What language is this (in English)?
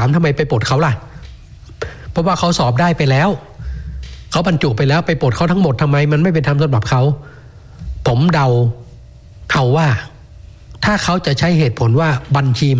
Thai